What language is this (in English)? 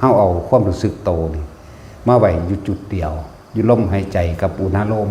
Lao